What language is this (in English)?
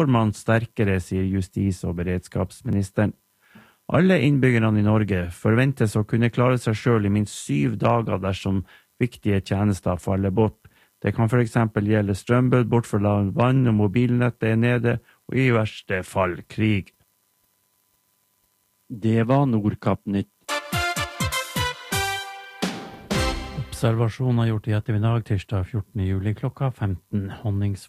Norwegian